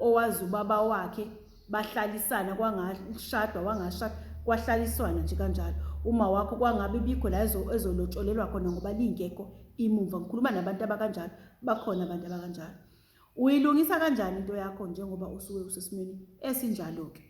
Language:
Zulu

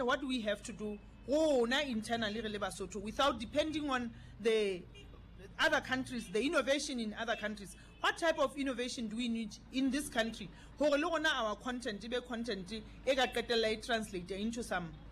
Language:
Southern Sotho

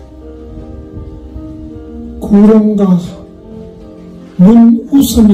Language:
Korean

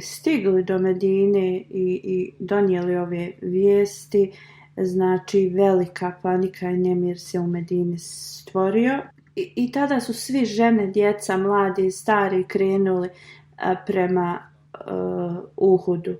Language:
Bosnian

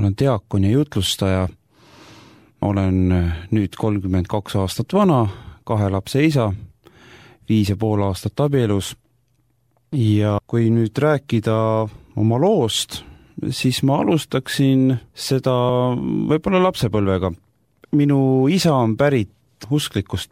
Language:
Estonian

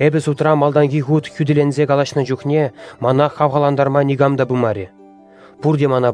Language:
Chuvash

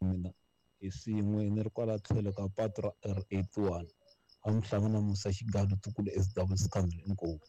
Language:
Tsonga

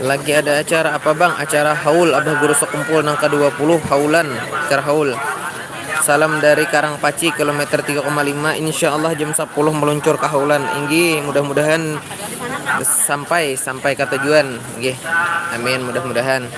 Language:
Banjar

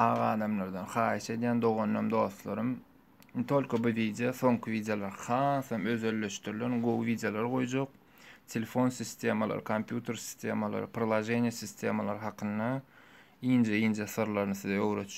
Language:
Turkmen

